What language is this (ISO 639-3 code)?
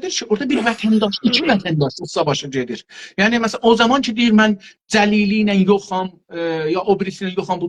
azb